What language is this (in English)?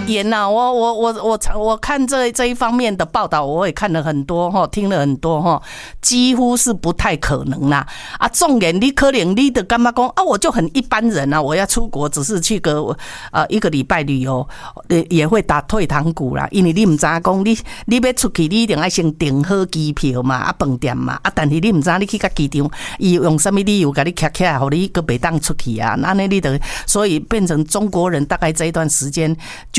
Chinese